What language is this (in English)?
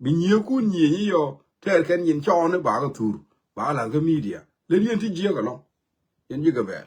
Nuer